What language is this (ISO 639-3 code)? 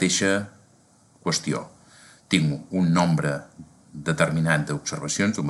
cat